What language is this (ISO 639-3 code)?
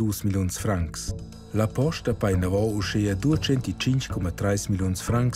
roh